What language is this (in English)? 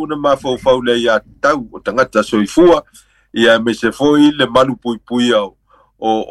Samoan